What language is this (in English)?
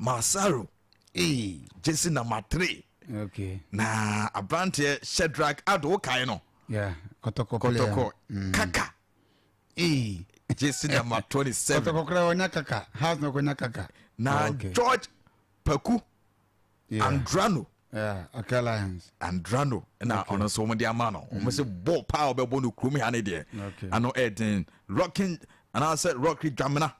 Akan